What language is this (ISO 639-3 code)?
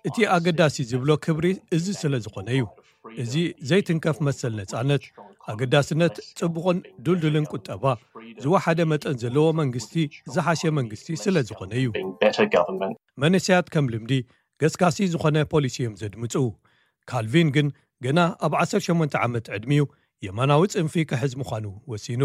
tir